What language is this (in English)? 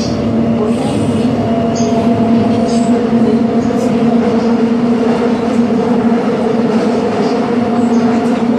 Korean